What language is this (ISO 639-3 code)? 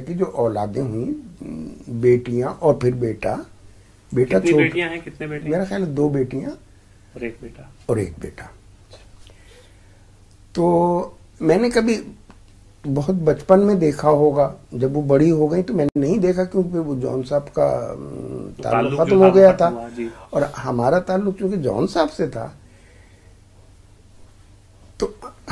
urd